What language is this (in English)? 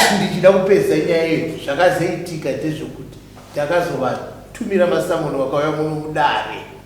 Shona